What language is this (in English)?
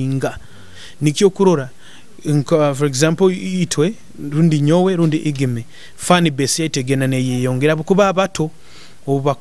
Nyoro